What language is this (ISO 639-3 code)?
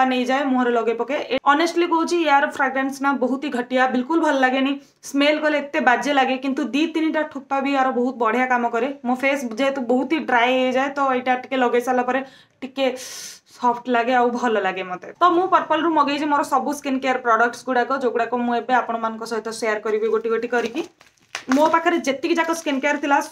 ori